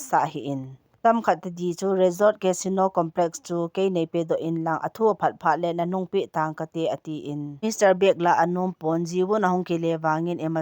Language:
Thado Chin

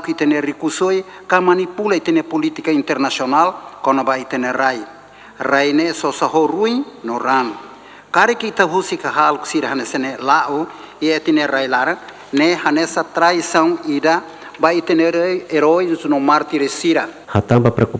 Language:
Tetum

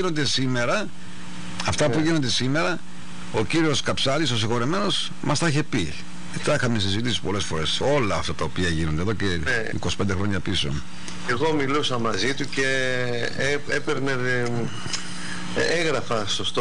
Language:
Greek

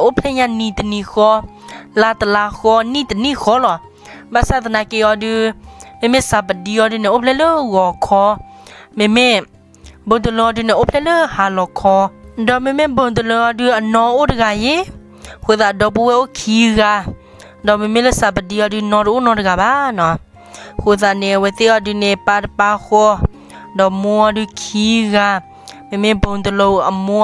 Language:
S'gaw Karen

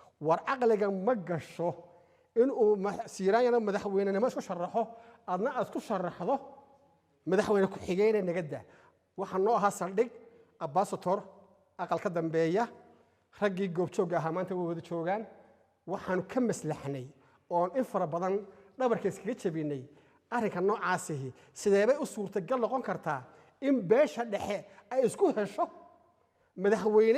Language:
Somali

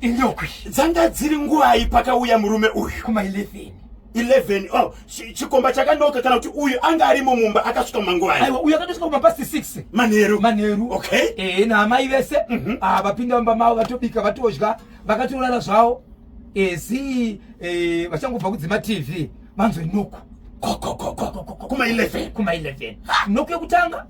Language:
Shona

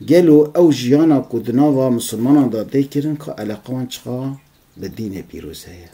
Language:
Kurdish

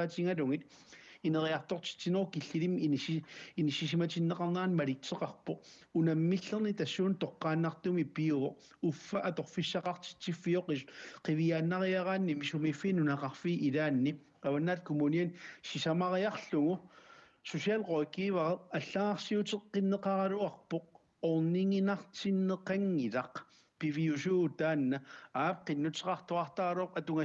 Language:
Kalaallisut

